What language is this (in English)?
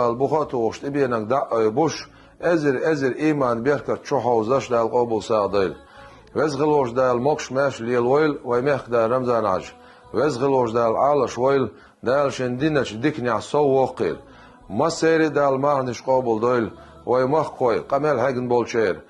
Chechen